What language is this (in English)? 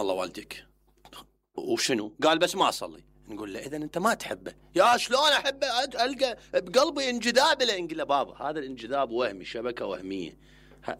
Mesopotamian Arabic